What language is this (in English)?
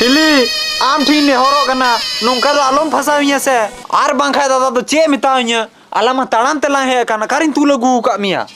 Santali